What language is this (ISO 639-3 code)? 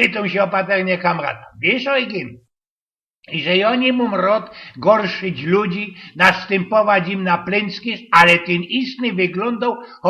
szl